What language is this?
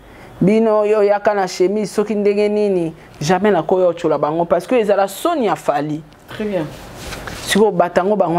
Lingala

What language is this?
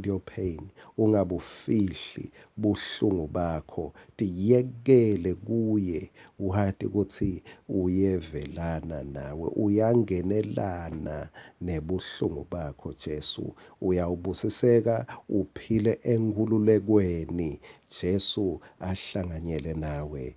Swati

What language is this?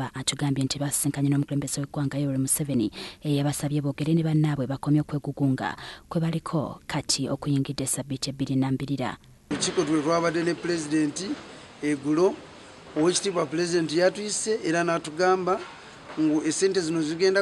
Ganda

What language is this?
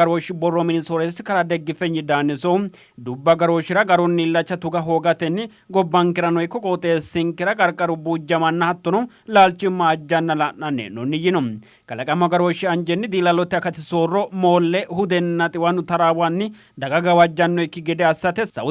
Sidamo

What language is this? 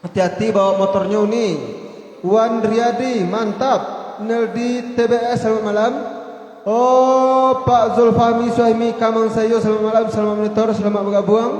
Minangkabau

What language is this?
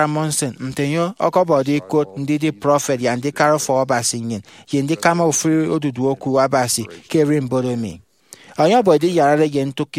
Efik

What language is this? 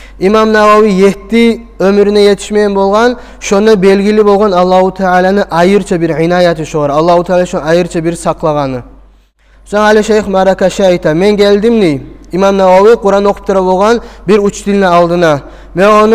Kumyk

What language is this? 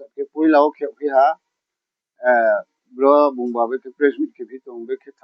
Riang (India)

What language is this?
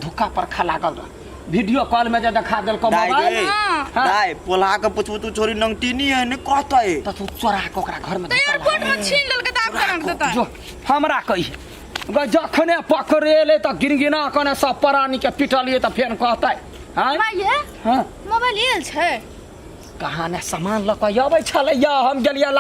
Maithili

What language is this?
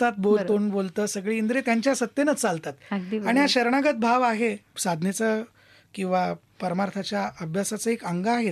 Marathi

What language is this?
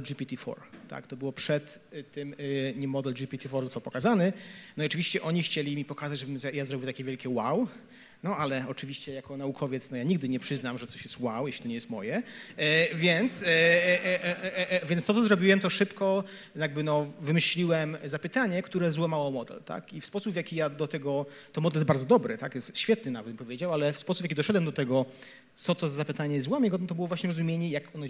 Polish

